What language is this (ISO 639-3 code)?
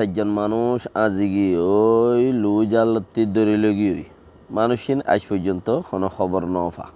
rhg